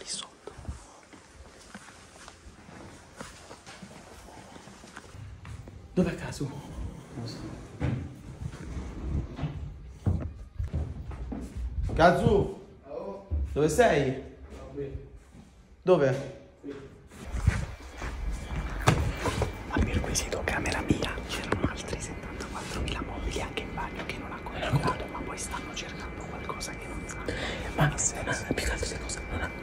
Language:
Italian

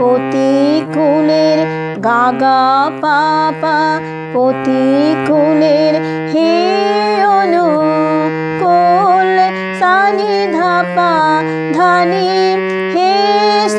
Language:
Bangla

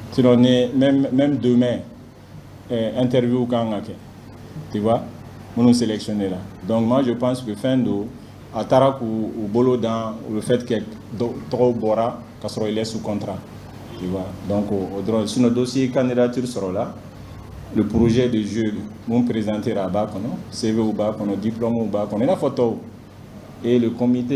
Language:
Bambara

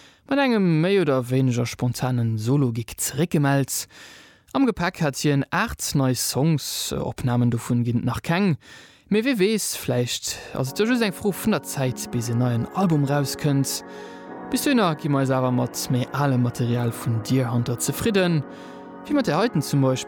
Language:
Luxembourgish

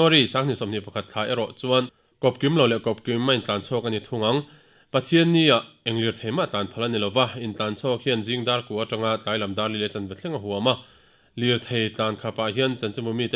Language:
Mizo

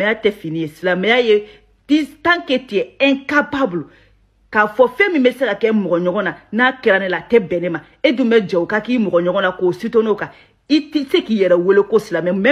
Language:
Bambara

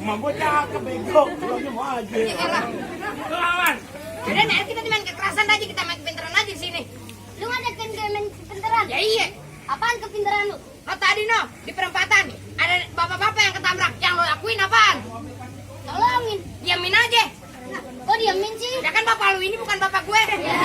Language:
Betawi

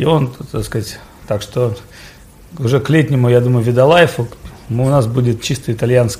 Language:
Russian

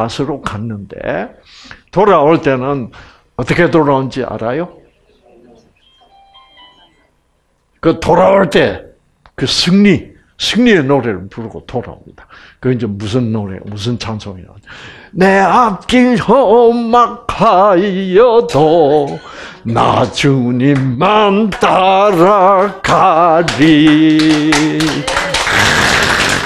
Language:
Korean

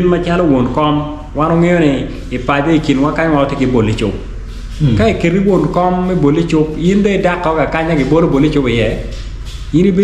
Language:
Acoli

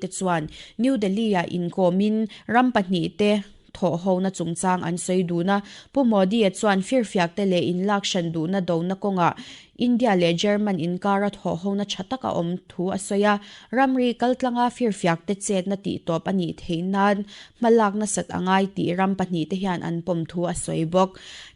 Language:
Mizo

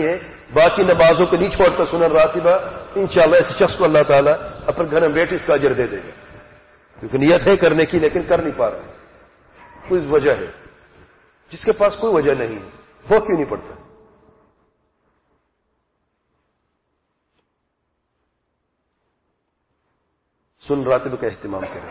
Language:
Urdu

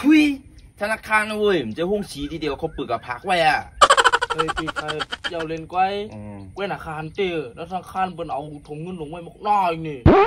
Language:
Shan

